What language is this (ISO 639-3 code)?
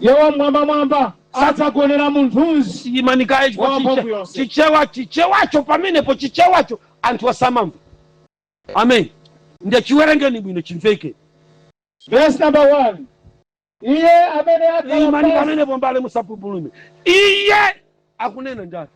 nya